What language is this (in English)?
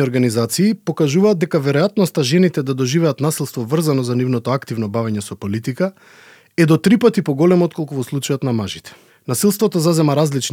Macedonian